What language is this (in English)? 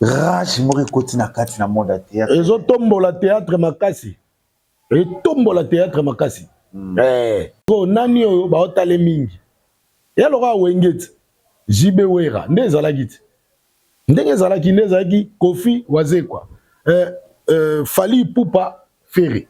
Lingala